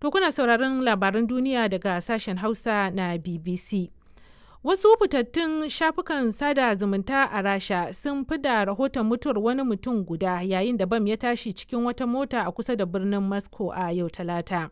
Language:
Hausa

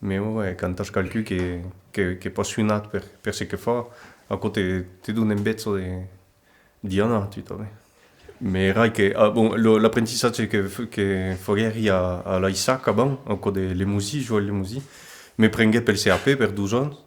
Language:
Occitan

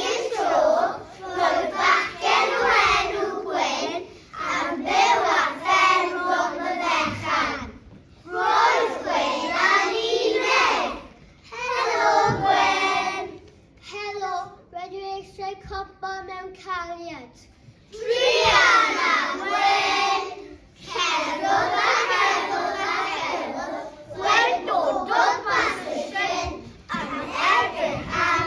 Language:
Welsh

